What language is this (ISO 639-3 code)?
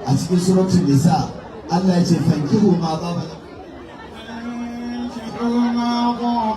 hau